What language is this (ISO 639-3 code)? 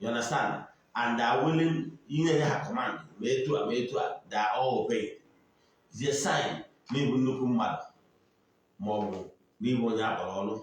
ibo